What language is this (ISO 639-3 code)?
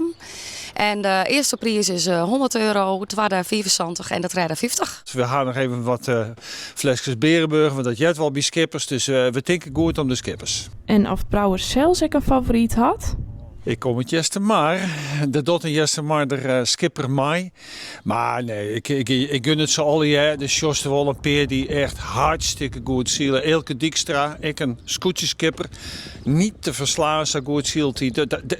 fry